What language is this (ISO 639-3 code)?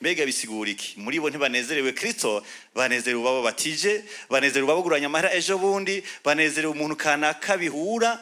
run